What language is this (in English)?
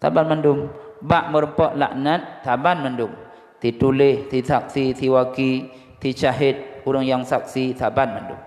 Achinese